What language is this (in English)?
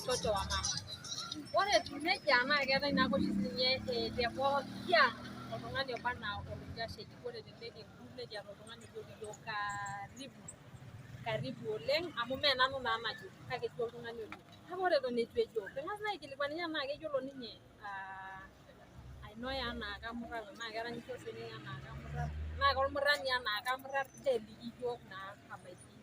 Masai